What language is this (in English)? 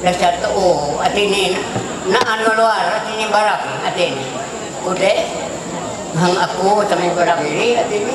Ma'anyan